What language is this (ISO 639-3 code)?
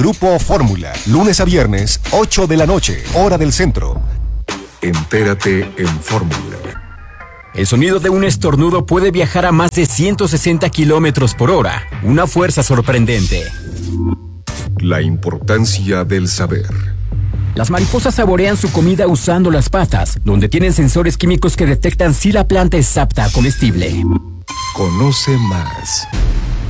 spa